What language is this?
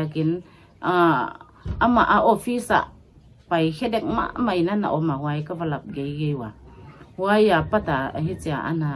Paite Chin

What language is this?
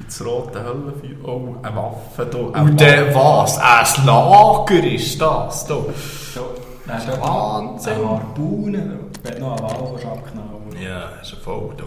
Swiss German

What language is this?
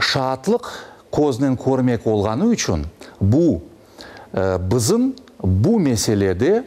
Crimean Tatar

